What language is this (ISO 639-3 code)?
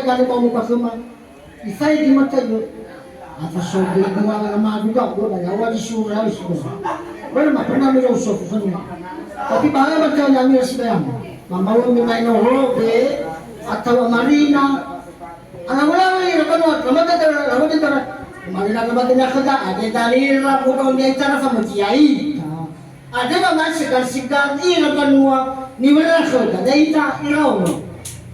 nia